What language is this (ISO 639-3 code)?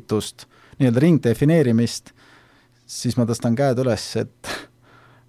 est